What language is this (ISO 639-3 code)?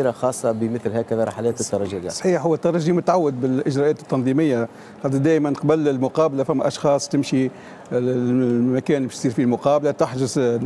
aeb